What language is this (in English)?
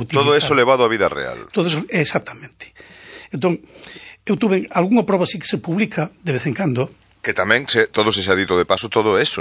Galician